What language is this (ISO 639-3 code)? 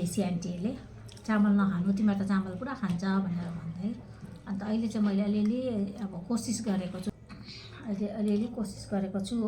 nep